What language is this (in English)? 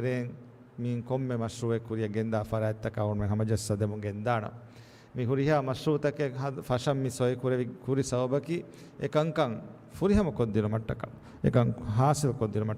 Divehi